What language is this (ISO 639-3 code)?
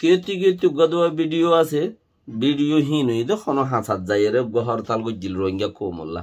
rhg